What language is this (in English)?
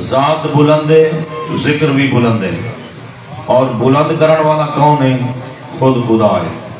Saraiki